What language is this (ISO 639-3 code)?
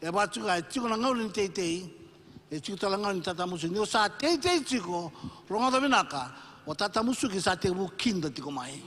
fij